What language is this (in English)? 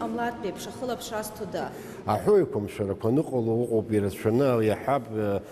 Abkhazian